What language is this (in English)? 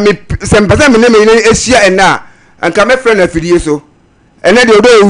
Akan